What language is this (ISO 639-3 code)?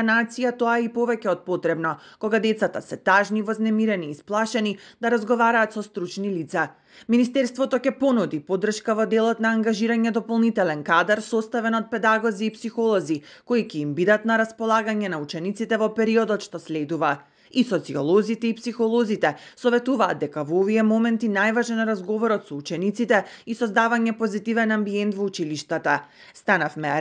mkd